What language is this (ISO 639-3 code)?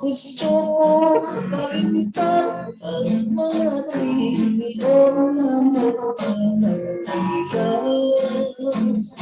hil